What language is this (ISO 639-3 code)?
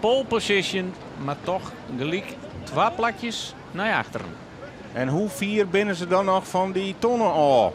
fry